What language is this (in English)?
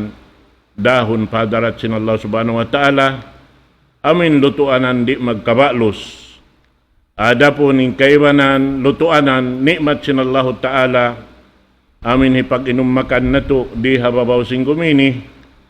Tausug